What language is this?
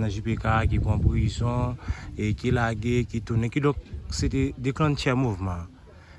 Haitian Creole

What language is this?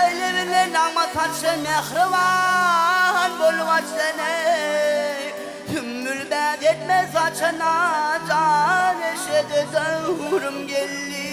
Turkmen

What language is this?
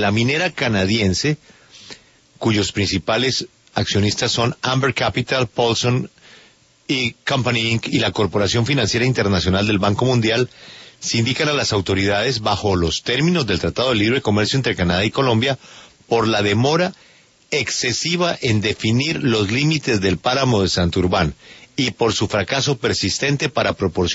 Spanish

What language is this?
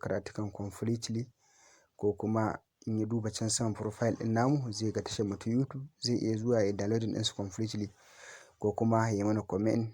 Hausa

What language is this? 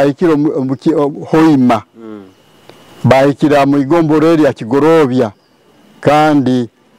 Nyoro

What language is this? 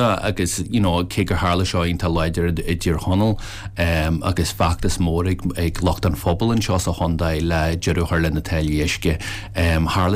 Irish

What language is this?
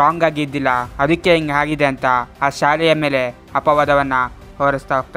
Kannada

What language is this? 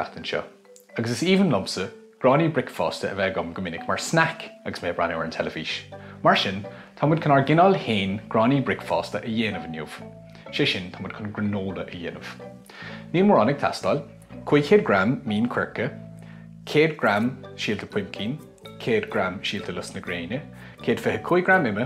Irish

